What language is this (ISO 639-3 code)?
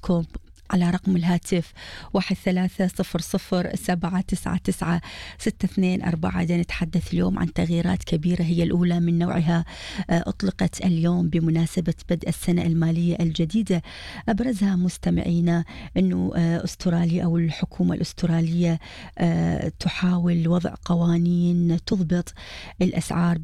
ara